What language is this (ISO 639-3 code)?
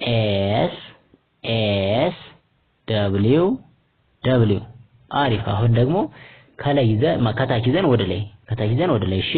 amh